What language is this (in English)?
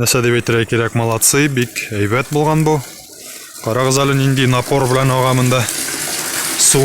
Tatar